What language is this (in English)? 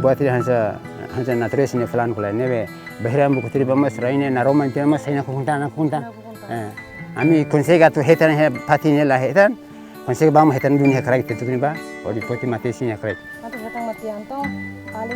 Tetum